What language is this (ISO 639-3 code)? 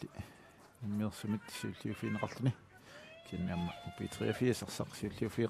kal